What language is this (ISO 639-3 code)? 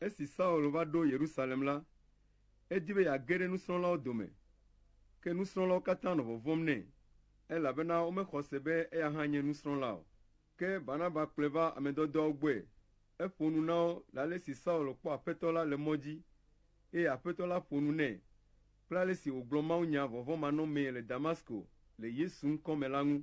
ewe